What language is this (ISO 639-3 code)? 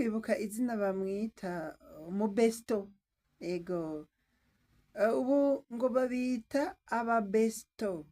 run